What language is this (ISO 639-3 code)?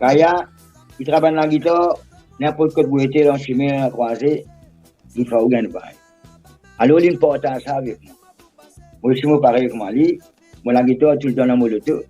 mfe